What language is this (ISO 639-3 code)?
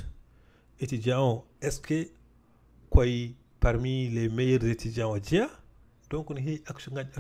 ful